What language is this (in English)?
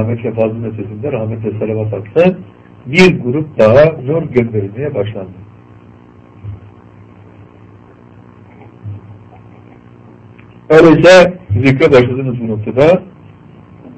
Turkish